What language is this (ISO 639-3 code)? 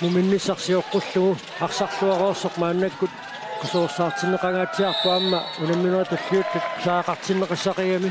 kal